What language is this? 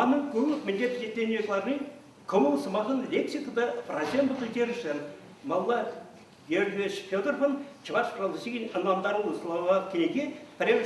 Chuvash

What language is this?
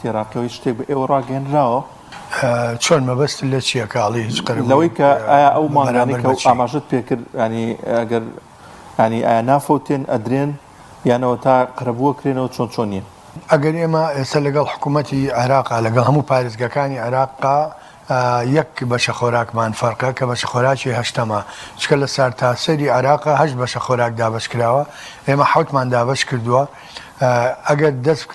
Central Kurdish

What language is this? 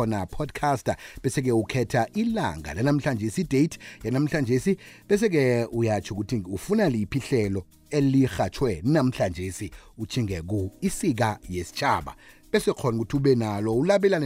South Ndebele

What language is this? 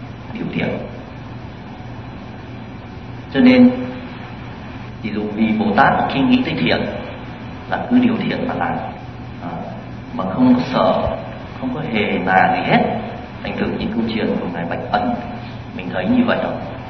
Vietnamese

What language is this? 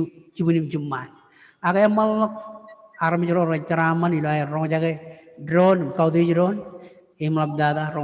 Marshallese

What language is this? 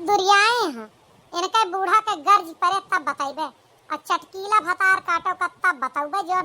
Awadhi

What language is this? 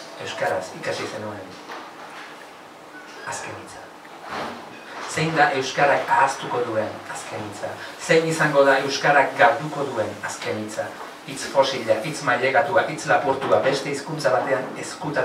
Basque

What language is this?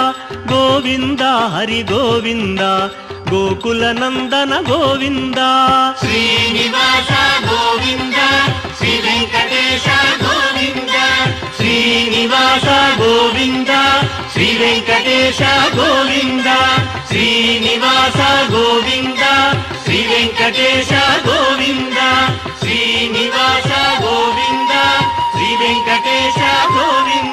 Telugu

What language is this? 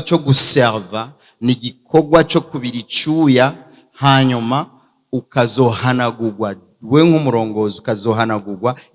Rundi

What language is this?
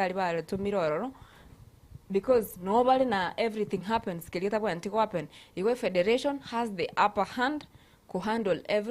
Gusii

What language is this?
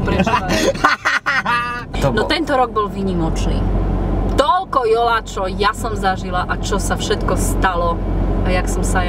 Slovak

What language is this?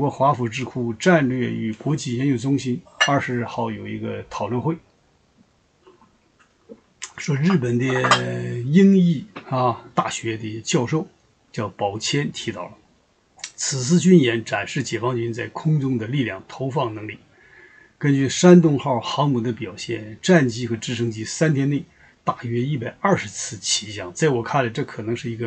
Chinese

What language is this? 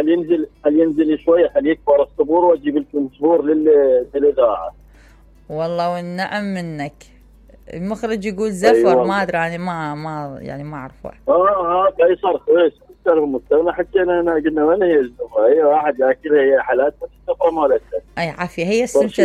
Mesopotamian Arabic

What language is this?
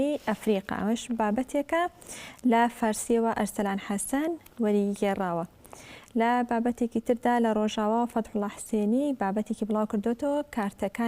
Central Kurdish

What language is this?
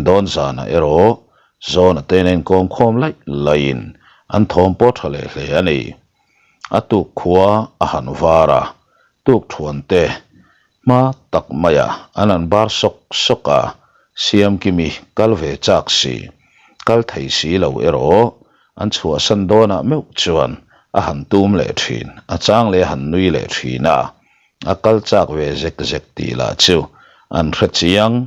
Mizo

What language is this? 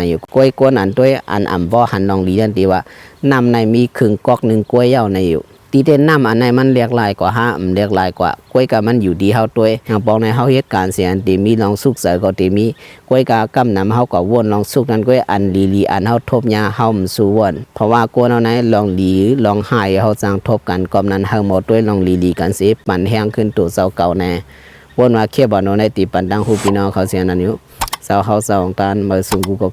Shan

